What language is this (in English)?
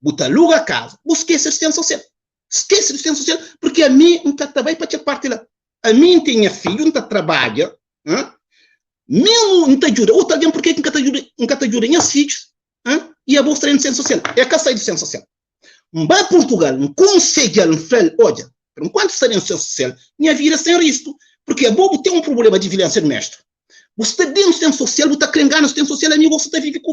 Kabuverdianu